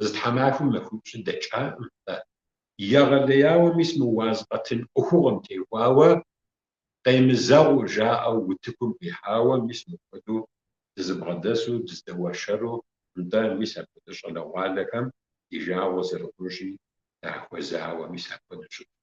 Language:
Kabardian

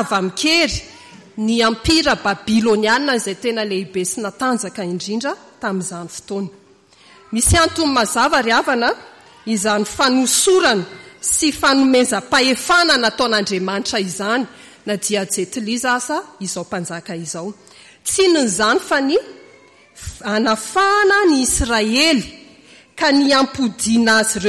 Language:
Malagasy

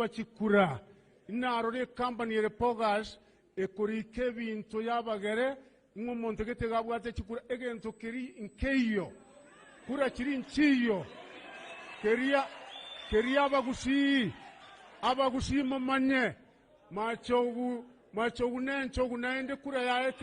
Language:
Gusii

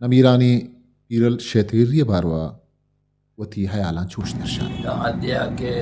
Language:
Eastern Balochi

